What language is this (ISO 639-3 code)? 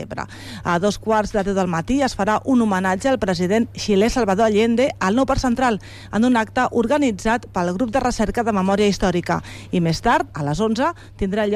cat